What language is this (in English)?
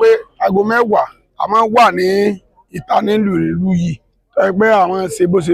Yoruba